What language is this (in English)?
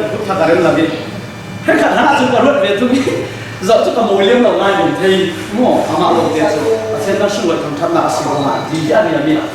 Falam Chin